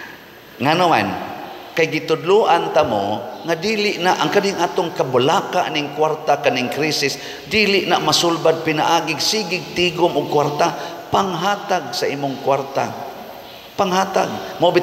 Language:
Cebuano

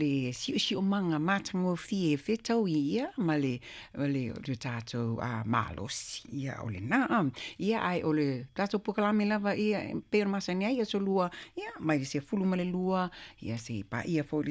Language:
Samoan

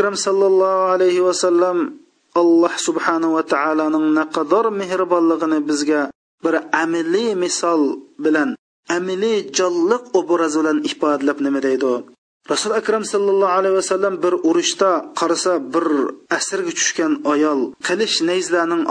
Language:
Uyghur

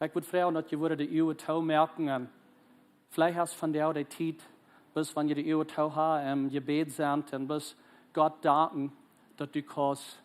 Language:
Plautdietsch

